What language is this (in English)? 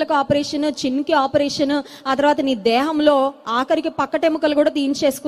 Telugu